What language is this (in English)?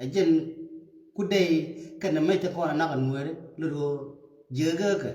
Nuer